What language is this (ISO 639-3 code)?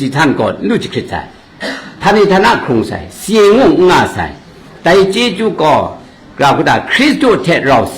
kac